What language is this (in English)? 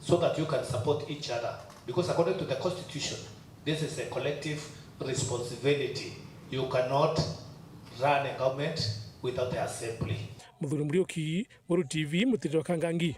Meru